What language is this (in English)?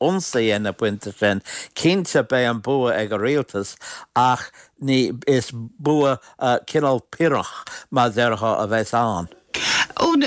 Irish